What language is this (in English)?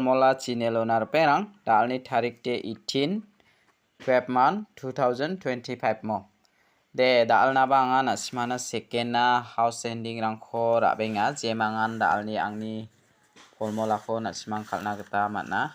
Garo